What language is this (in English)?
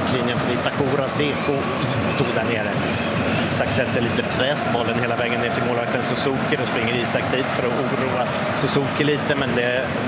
Swedish